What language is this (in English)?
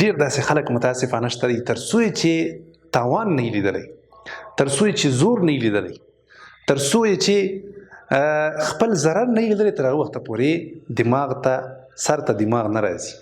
Pashto